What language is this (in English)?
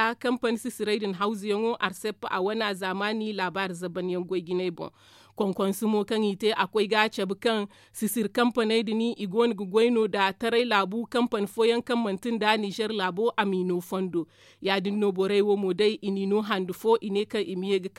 Zarma